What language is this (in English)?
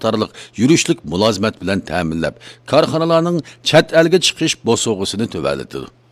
Uyghur